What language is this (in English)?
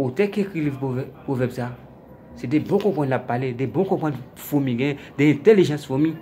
Haitian Creole